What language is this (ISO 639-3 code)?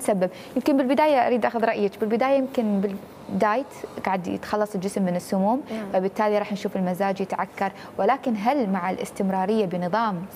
acm